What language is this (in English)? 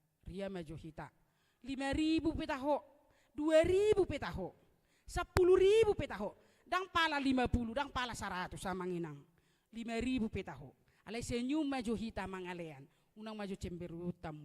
Batak Toba